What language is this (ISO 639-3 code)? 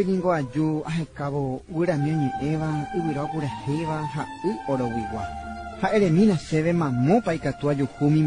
grn